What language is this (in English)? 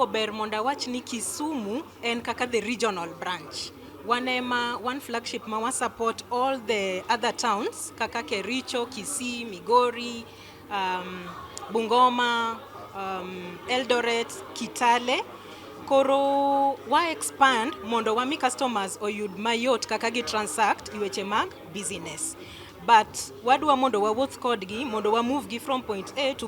Luo (Kenya and Tanzania)